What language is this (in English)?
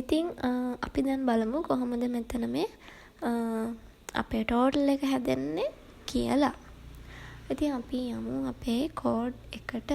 Sinhala